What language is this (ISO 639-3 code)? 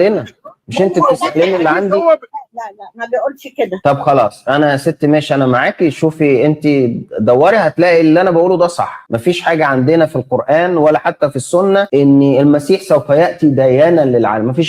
arz